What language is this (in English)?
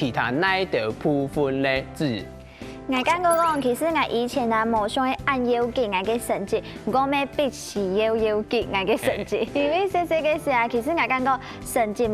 Hakka Chinese